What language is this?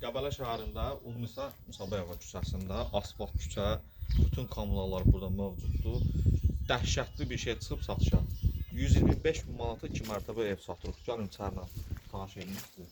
Azerbaijani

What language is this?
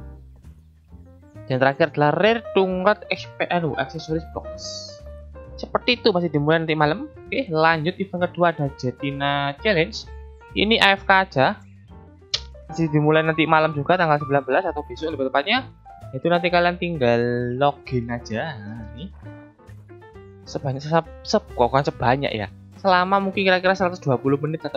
Indonesian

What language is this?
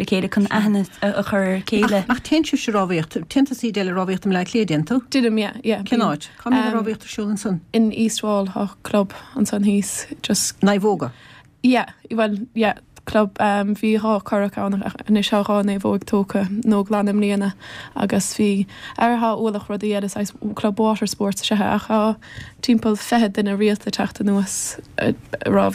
Irish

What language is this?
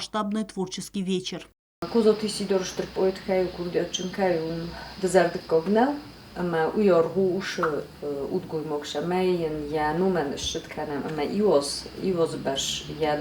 Ossetic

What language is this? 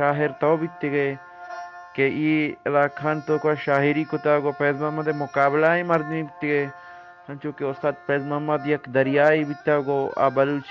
Eastern Balochi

